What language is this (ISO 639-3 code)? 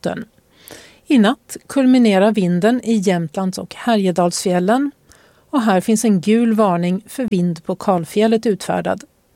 swe